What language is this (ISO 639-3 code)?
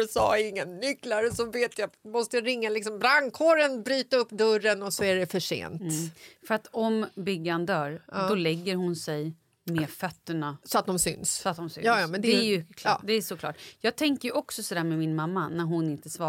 swe